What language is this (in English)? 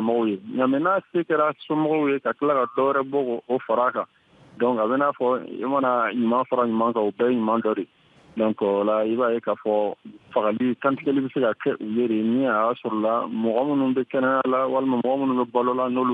Bambara